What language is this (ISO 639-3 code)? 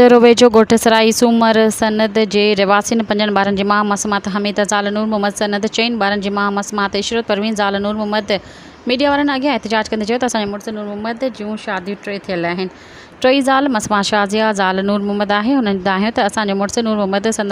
snd